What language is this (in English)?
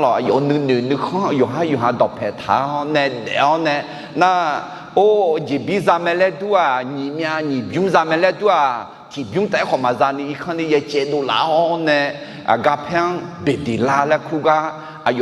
Akha